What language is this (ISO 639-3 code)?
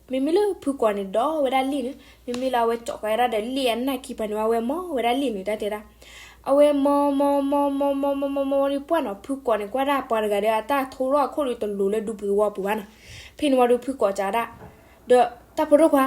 ksw